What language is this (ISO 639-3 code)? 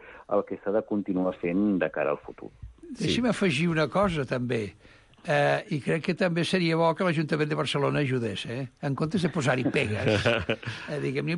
cat